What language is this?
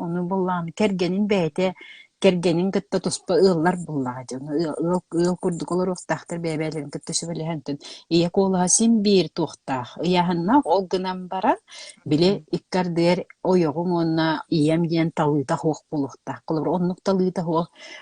Yakut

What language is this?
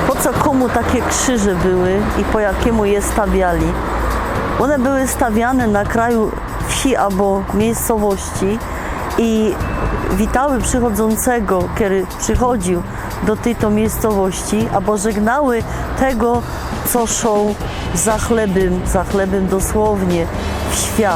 Silesian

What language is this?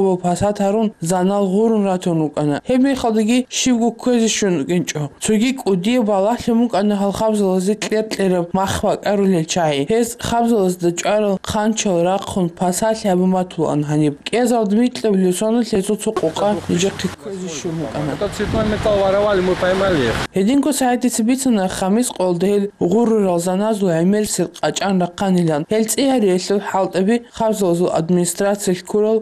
Avaric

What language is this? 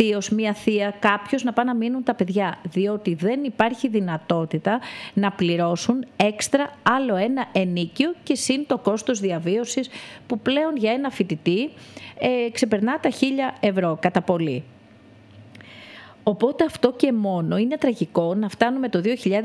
Greek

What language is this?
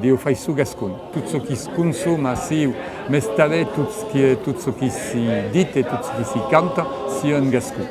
Occitan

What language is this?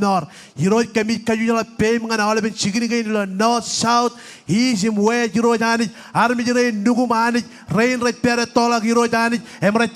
Marshallese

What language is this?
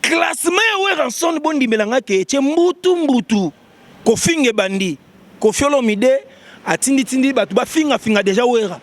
Lingala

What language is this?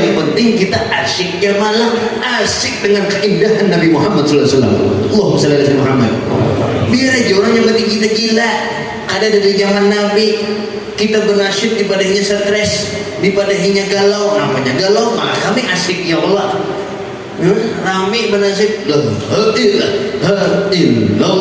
Banjar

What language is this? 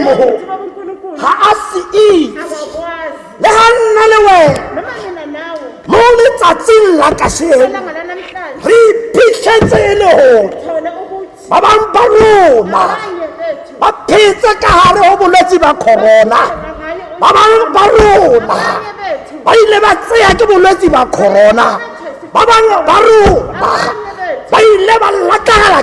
Tswana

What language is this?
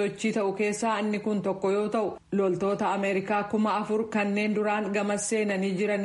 Oromo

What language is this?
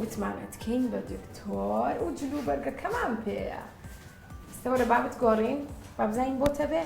Central Kurdish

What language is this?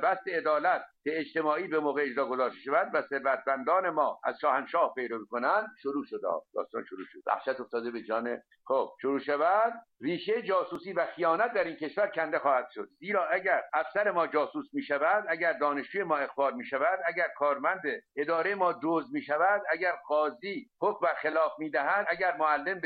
Persian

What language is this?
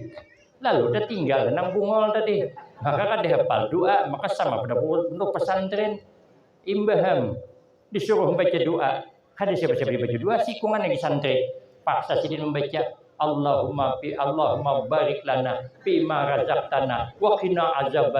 Banjar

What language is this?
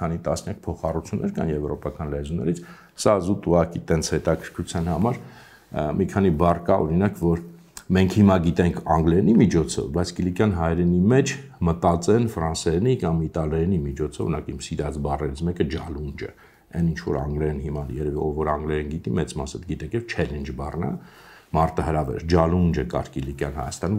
Armenian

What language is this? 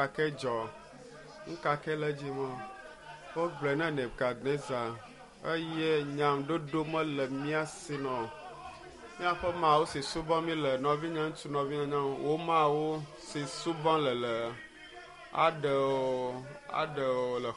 Ewe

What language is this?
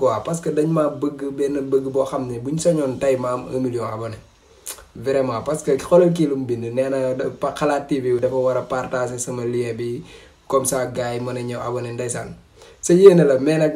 Wolof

